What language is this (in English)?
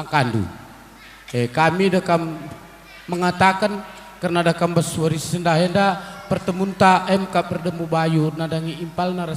Batak Karo